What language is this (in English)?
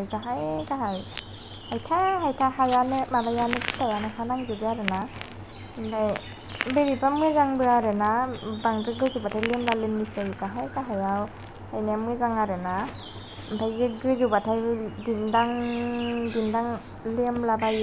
Bodo